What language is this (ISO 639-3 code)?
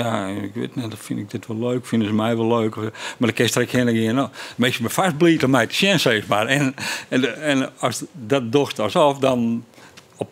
fry